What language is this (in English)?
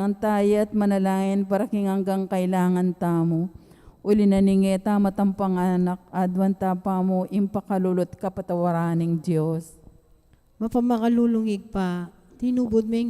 Pampanga